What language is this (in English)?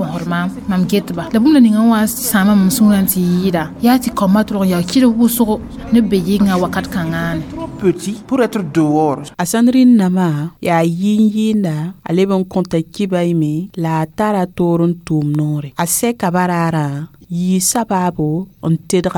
Mossi